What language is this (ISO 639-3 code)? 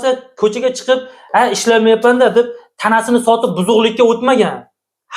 uzb